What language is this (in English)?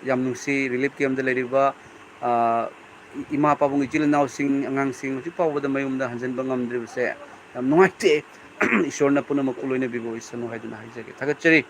Manipuri